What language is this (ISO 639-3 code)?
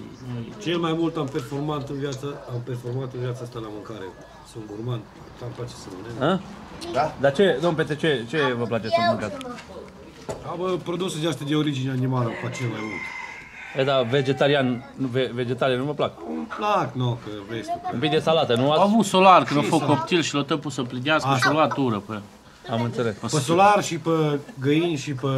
ron